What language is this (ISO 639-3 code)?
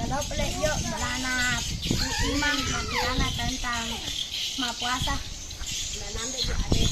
bug